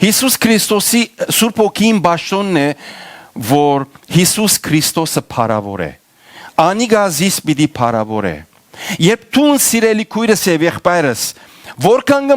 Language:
Western Armenian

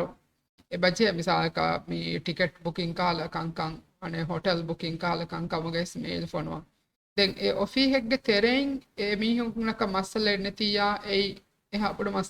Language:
Divehi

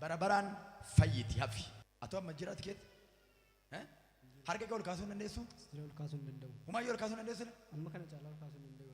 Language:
Oromo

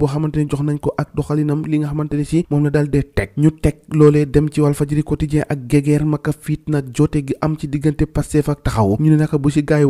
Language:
Wolof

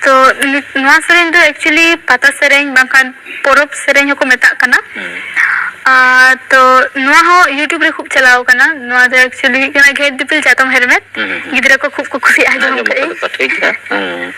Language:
Santali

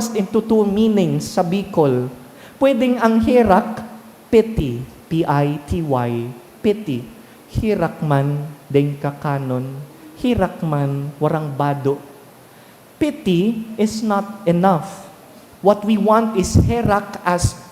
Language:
Bikol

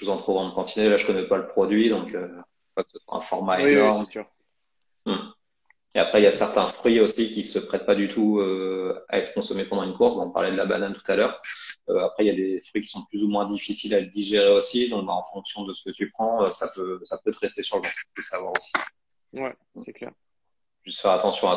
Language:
French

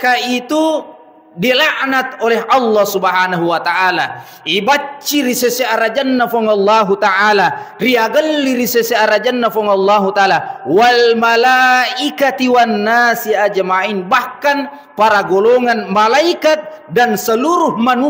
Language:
Buginese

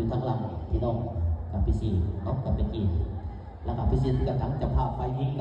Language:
Lao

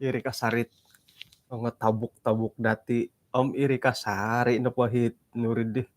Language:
Central Dusun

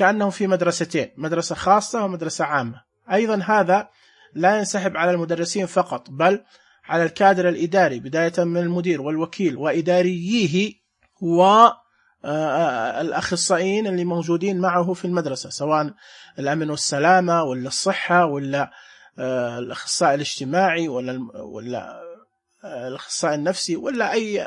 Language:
Najdi Arabic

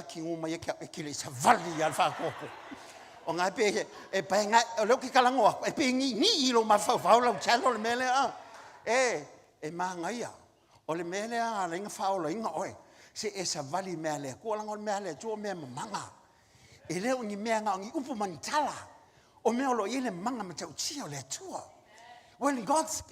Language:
Samoan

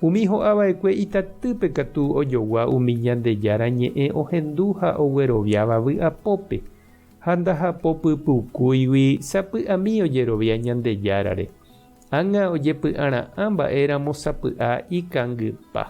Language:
Guarani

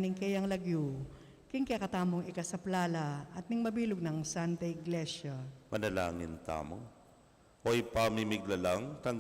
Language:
Pampanga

